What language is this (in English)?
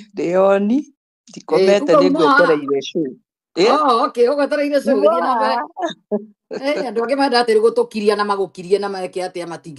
Kikuyu